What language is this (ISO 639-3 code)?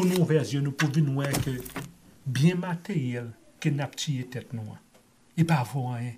hat